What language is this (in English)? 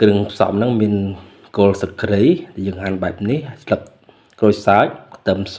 Khmer